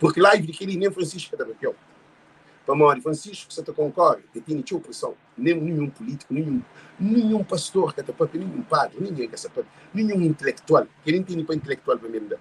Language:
Kabuverdianu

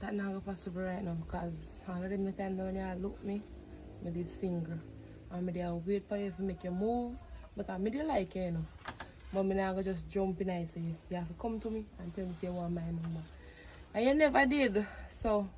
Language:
Jamaican Creole English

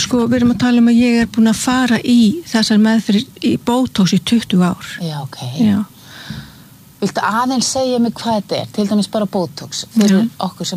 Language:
Icelandic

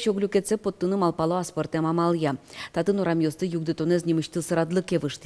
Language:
Udmurt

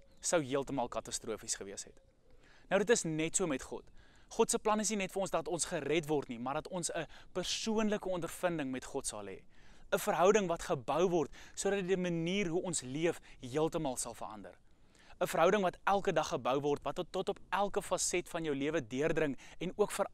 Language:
Afrikaans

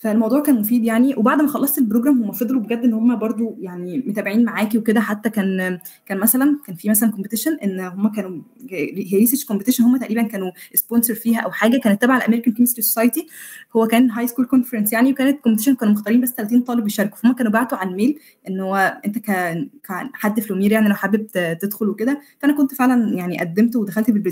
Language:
Egyptian Arabic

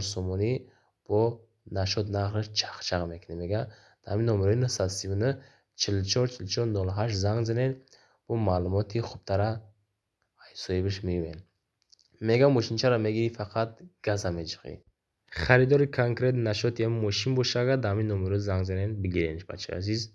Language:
Tajik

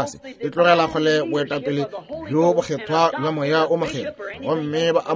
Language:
Northern Sotho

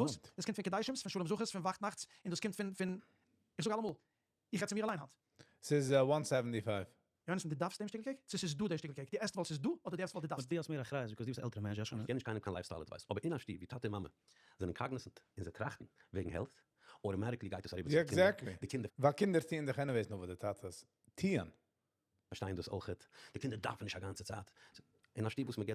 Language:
Yiddish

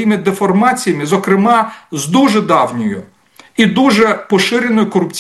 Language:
Ukrainian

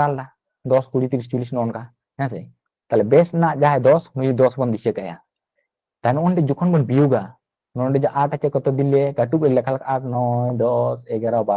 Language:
Santali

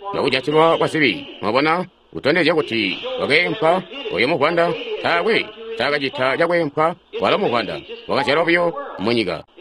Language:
Tonga (Zambia)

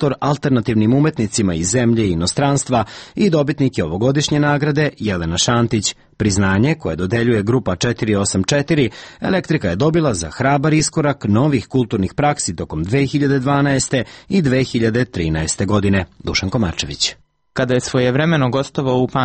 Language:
Serbian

